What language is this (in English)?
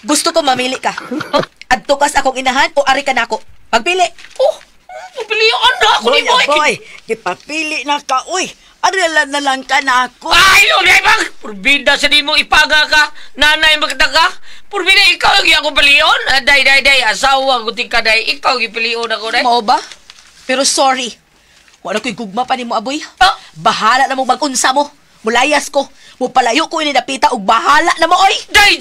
Cebuano